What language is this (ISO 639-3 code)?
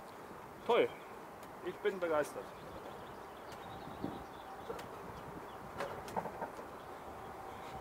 deu